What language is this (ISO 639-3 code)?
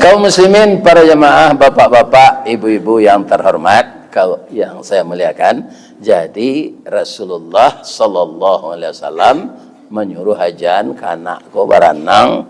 min